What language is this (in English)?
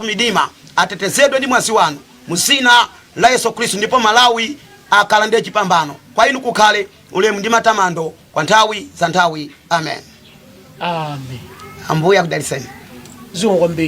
Nyanja